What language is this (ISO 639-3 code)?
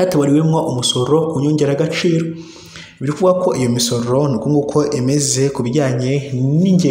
kin